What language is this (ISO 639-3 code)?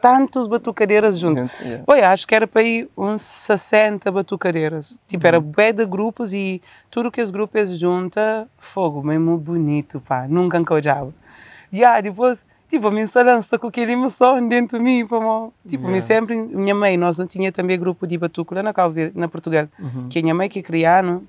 kea